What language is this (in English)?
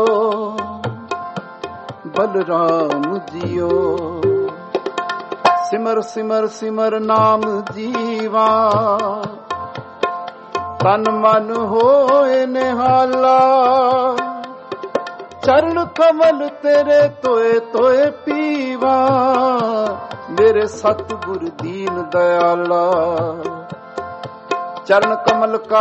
Punjabi